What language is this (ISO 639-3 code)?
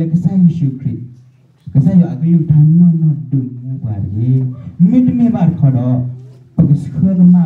ksw